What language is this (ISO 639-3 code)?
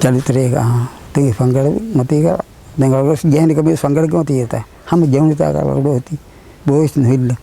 div